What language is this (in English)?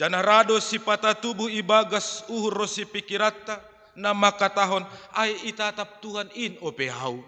Batak Simalungun